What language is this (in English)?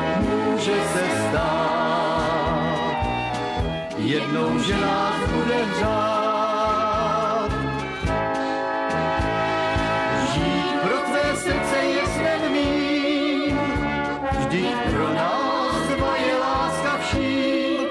Czech